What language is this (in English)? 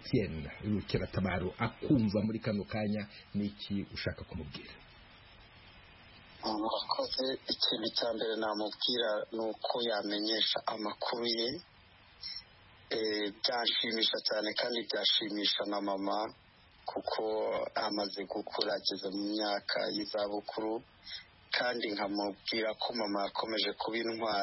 Kinyarwanda